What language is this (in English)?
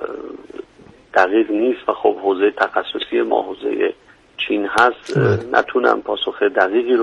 Persian